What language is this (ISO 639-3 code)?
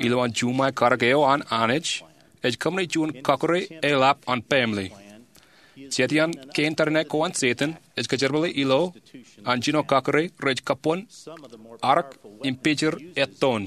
mah